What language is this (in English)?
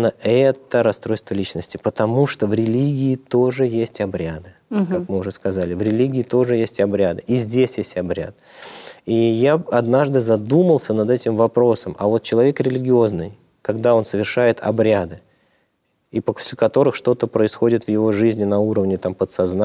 Russian